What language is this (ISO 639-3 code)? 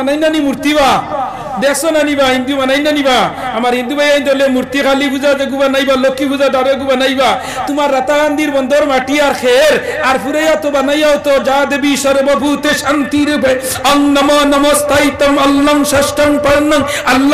syl